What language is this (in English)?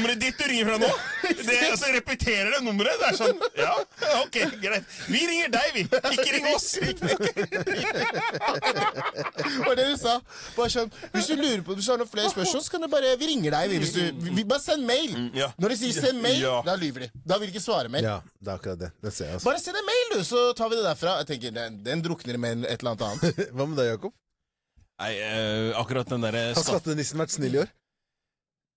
Norwegian